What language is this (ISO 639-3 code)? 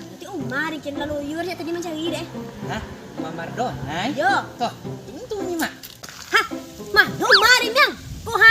min